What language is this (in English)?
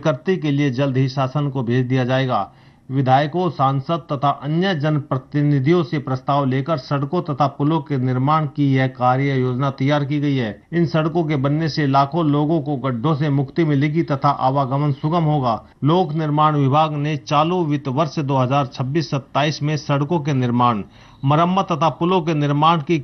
Hindi